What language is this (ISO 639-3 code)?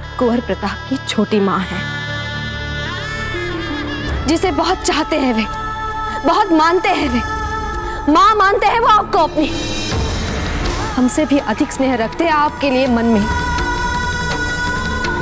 hin